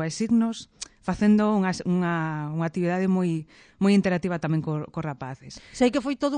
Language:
Galician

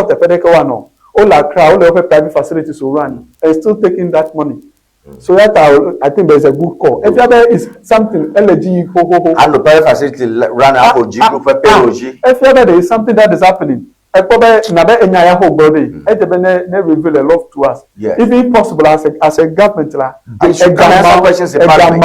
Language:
Ewe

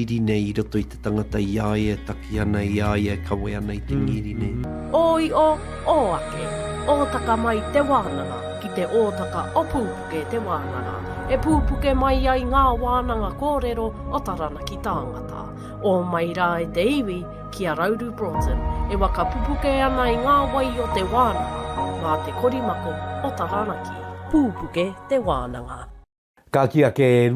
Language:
Māori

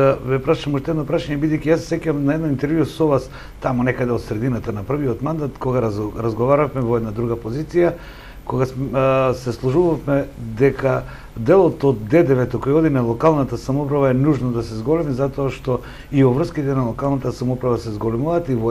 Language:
Macedonian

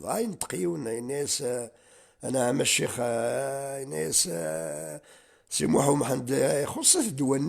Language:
Kabyle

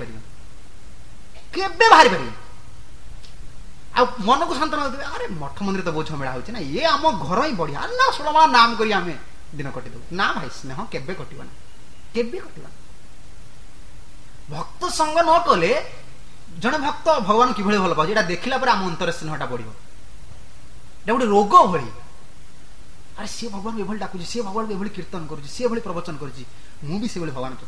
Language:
Odia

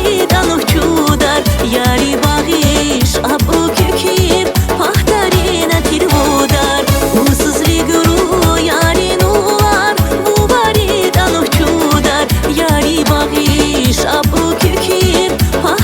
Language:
Tabassaran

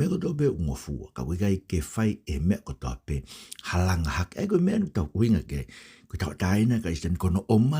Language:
Tongan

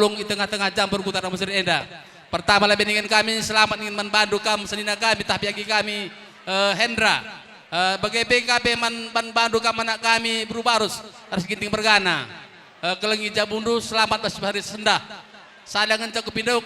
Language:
Batak Karo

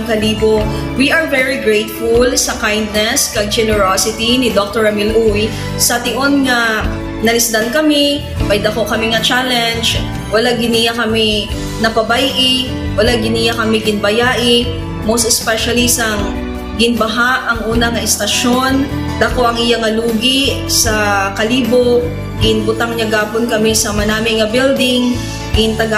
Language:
Hiligaynon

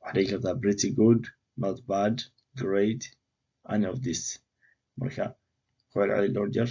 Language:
Somali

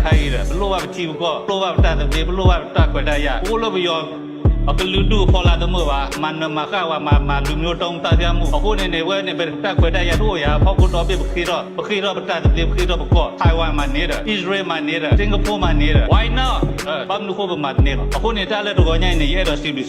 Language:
S'gaw Karen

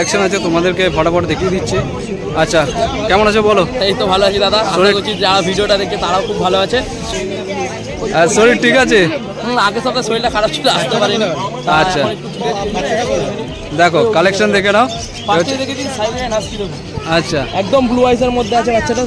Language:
Bangla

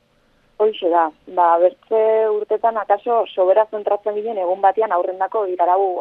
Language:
Basque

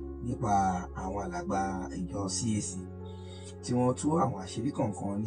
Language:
Yoruba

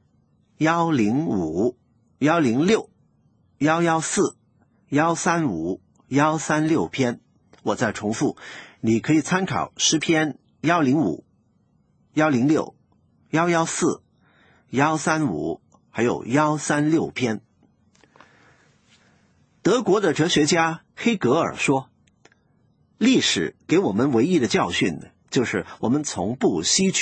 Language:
Chinese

